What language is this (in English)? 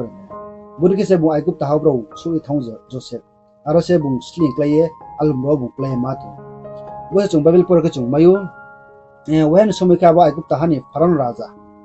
Riang (India)